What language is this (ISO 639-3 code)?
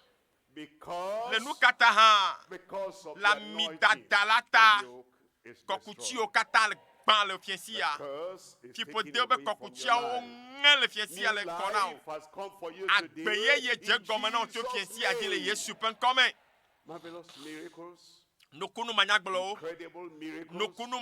ewe